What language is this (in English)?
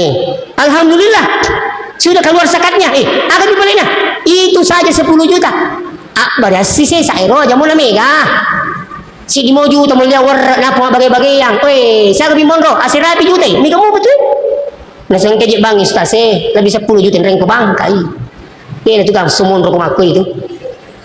Buginese